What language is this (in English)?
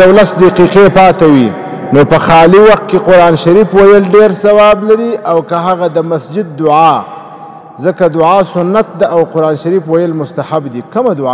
Pashto